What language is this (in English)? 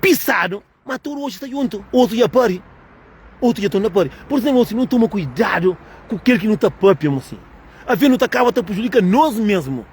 Kabuverdianu